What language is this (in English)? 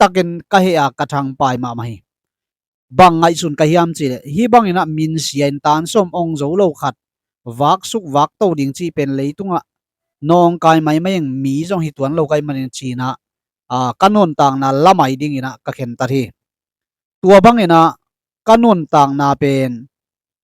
Tedim Chin